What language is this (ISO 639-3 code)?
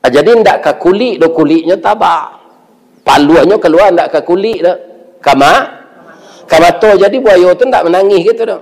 min